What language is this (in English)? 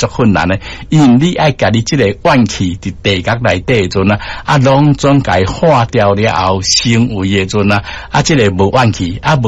Min Nan Chinese